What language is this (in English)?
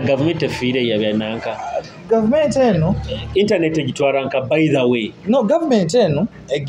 Nyoro